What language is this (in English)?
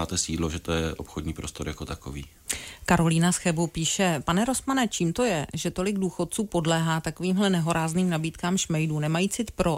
Czech